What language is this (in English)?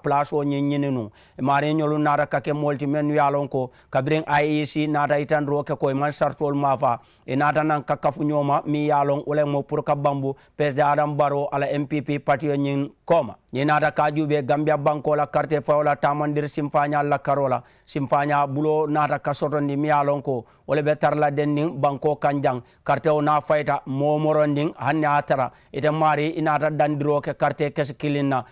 Mandingo